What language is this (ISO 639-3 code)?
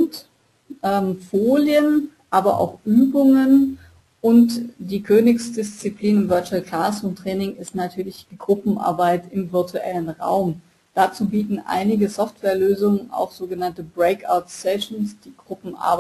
deu